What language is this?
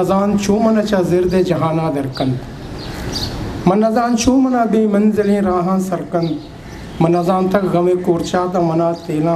Eastern Balochi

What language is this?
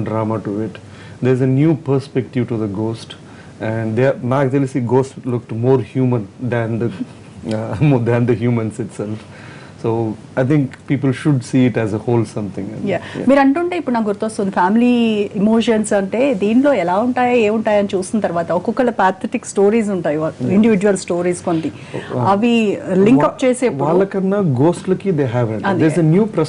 Telugu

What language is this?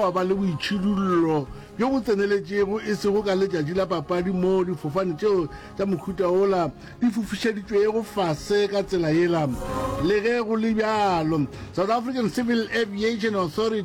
Northern Sotho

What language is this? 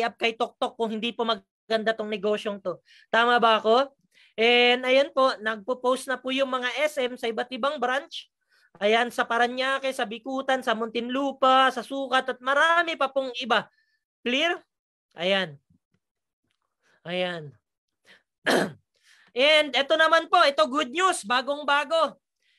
Filipino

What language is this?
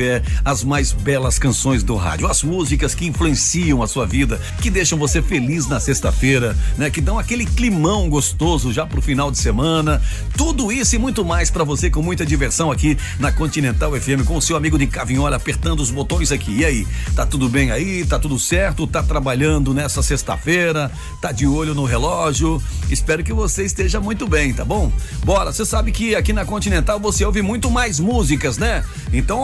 Portuguese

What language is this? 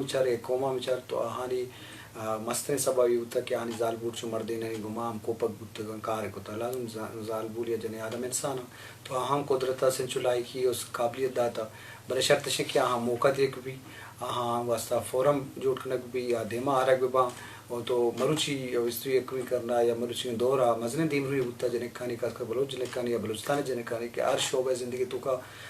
Eastern Balochi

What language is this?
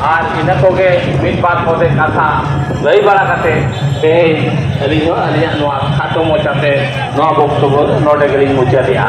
Santali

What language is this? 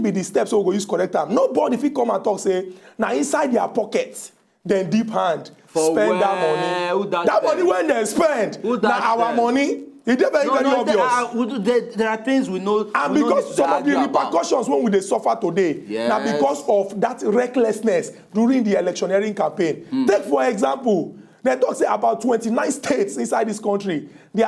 Nigerian Pidgin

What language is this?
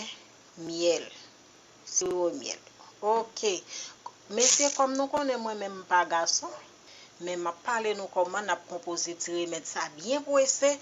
Haitian Creole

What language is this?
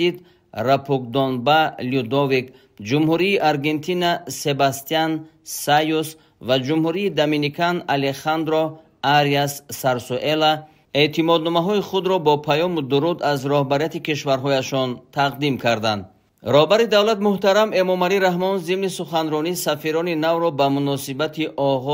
Tajik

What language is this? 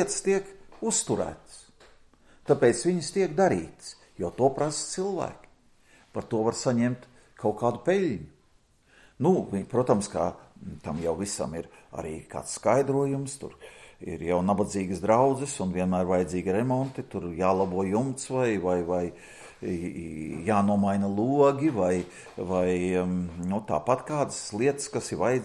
Latvian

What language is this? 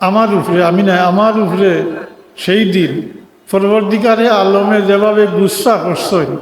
Sylheti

